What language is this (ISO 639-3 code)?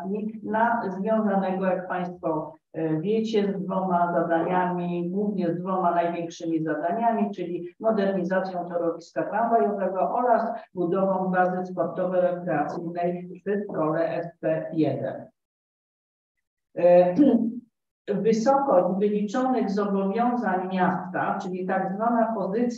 pol